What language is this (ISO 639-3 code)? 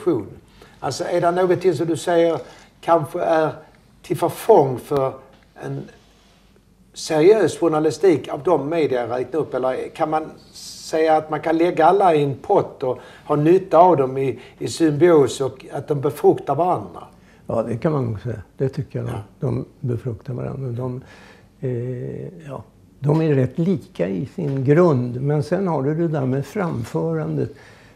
swe